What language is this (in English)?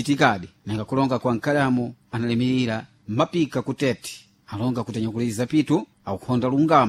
Sena